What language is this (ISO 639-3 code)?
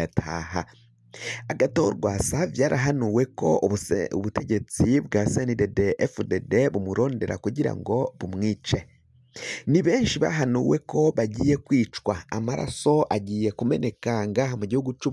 run